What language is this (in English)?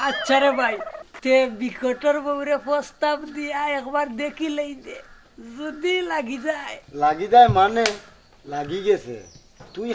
Sylheti